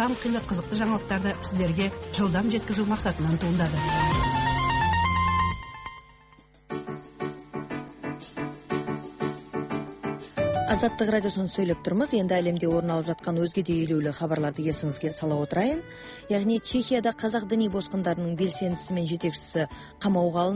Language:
Kazakh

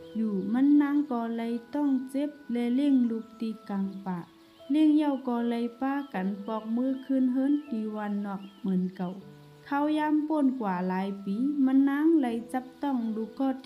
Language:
Shan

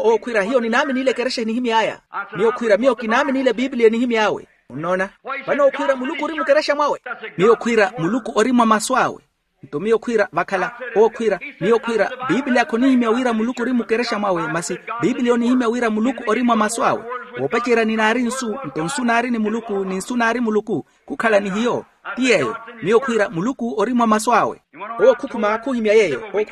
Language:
Makhuwa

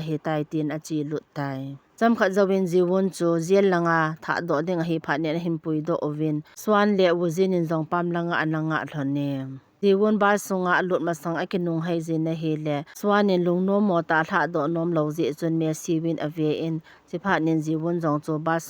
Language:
Thado Chin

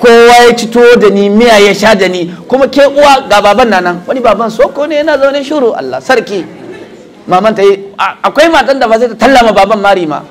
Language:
Hausa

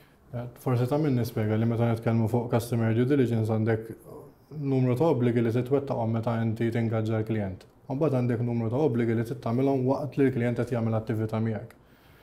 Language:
Maltese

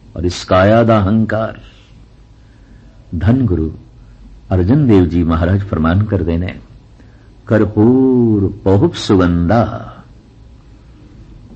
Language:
Punjabi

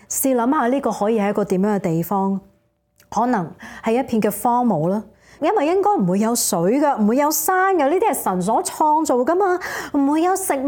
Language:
Cantonese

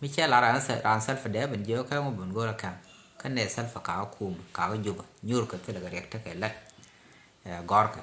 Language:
Nuer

